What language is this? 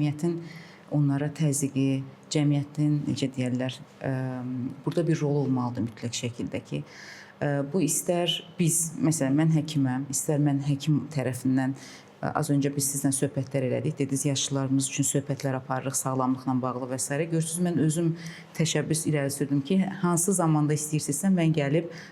Azerbaijani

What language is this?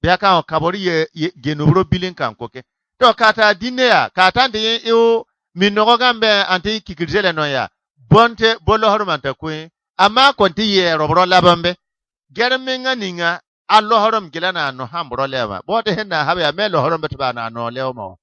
Bissa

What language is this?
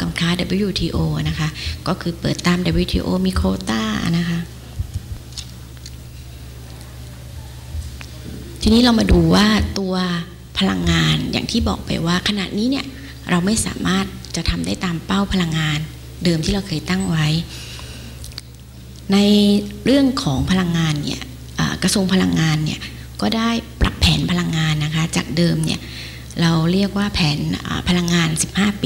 Thai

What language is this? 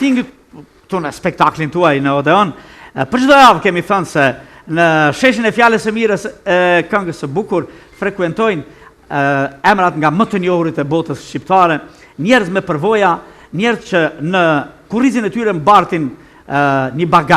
Albanian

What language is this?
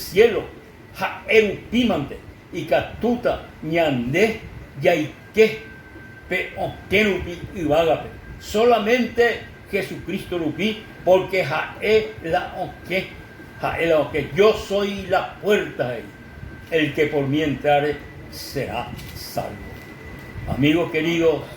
Guarani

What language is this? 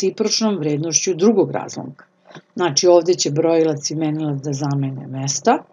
Serbian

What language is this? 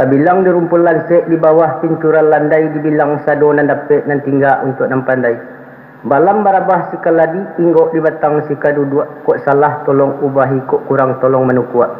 Minangkabau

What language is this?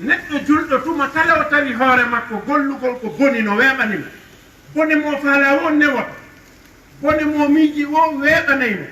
Fula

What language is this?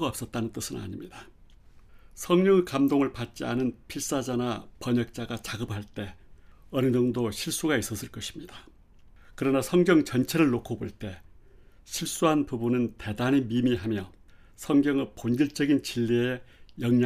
Korean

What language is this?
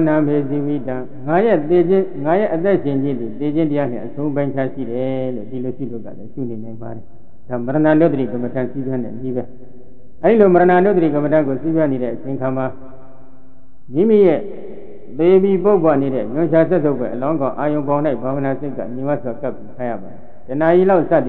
Burmese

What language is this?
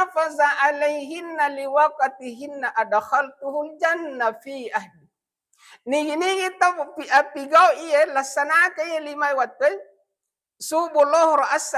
Buginese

